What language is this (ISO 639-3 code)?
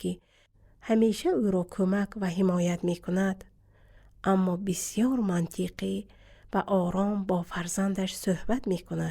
tgk